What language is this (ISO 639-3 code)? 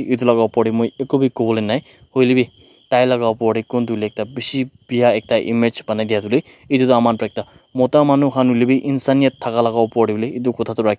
nag